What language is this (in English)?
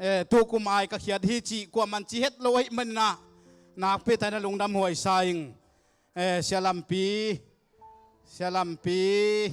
Tedim Chin